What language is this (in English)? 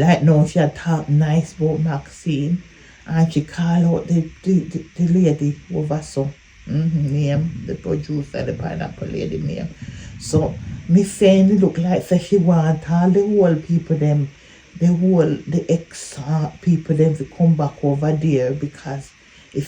Jamaican Creole English